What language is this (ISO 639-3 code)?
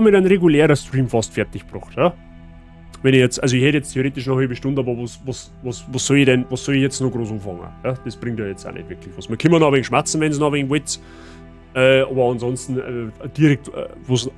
bar